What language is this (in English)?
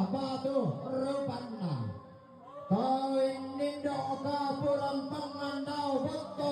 Toraja-Sa'dan